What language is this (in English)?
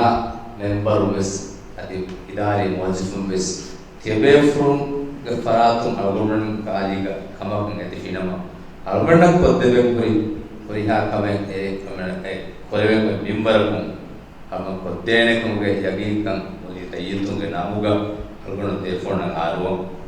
Divehi